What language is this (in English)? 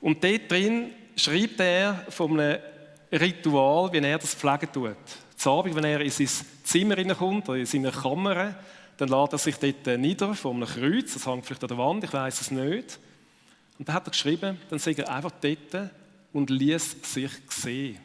Swiss German